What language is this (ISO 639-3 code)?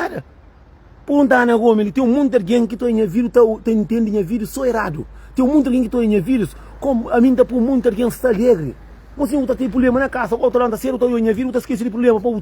kea